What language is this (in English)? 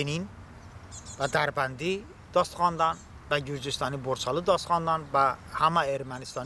Talysh